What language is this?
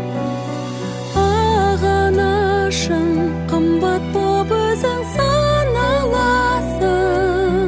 Kazakh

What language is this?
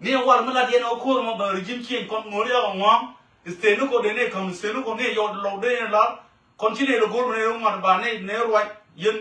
Nuer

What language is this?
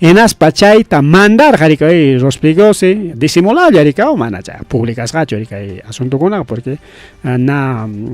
Ayacucho Quechua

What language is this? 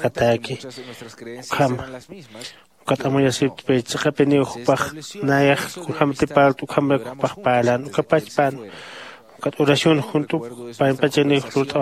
Aymara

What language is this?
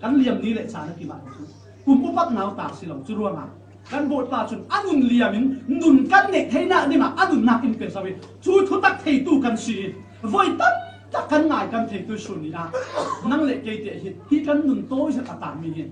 Falam Chin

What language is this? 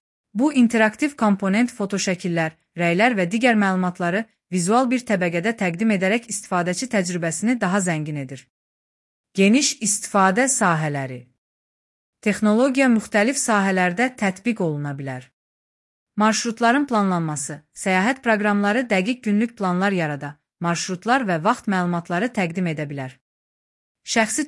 Azerbaijani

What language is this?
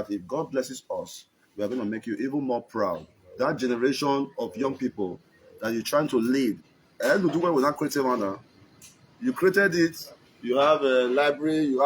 Nigerian Pidgin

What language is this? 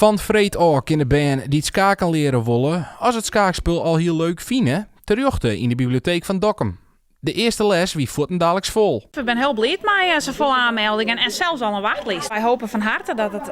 Western Frisian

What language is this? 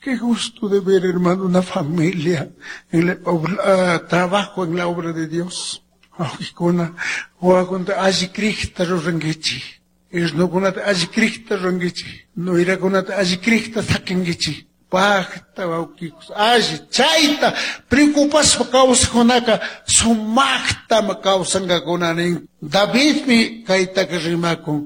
Chimborazo Highland Quichua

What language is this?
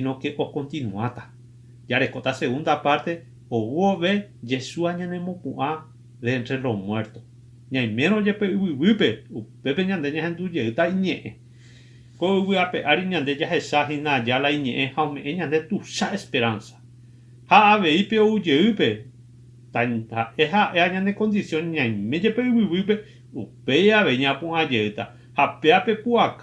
Guarani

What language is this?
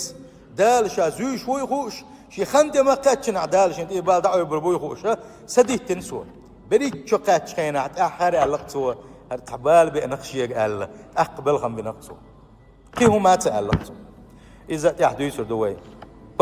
Chechen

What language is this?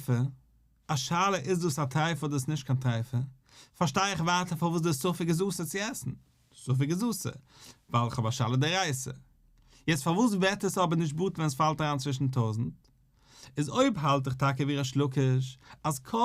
Yiddish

